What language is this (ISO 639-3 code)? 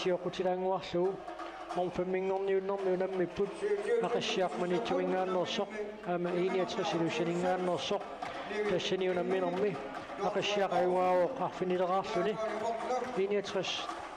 kal